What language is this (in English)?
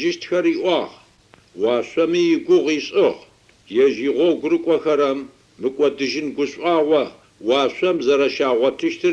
Adyghe